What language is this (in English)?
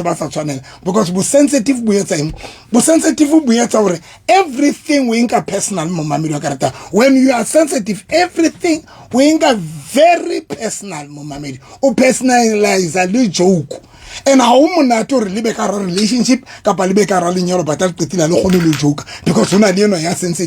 Southern Sotho